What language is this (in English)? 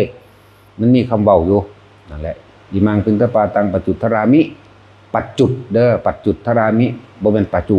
Northeastern Thai